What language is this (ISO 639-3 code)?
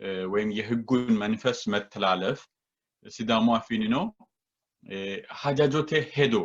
sid